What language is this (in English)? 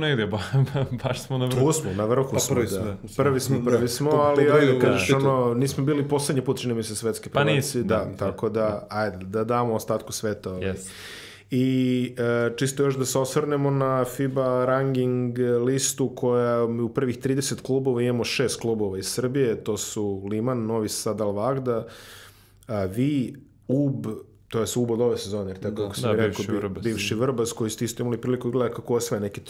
Serbian